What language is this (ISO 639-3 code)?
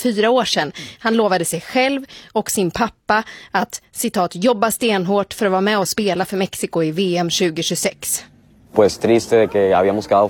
swe